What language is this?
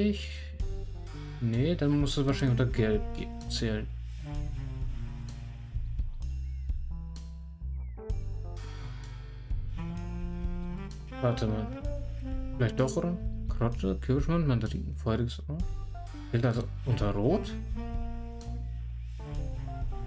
German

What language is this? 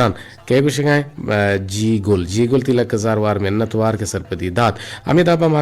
Eastern Balochi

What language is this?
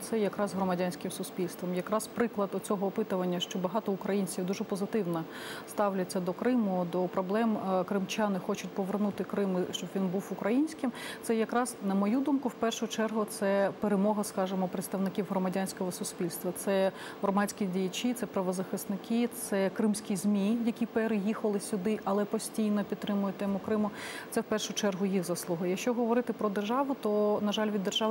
Ukrainian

